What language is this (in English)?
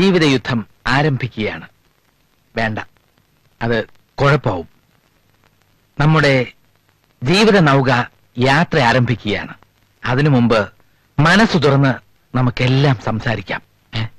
Malayalam